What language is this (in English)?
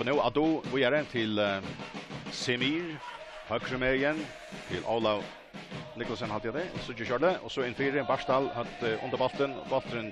Faroese